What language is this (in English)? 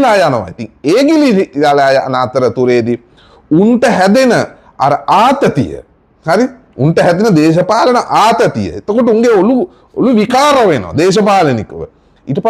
Sinhala